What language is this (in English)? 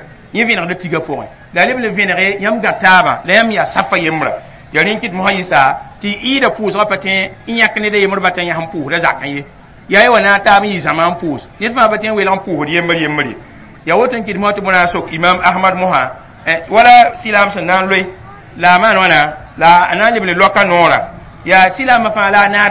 Mossi